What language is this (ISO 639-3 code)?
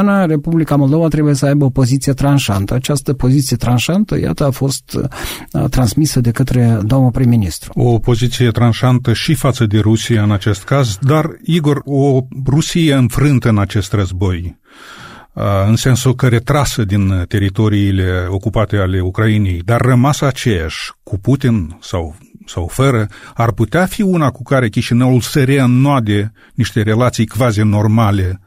ron